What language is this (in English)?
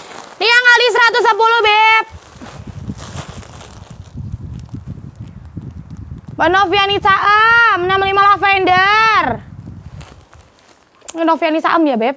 Indonesian